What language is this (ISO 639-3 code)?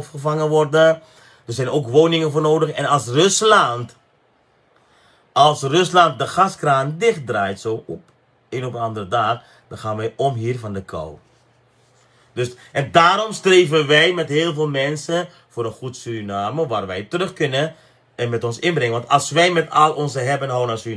nld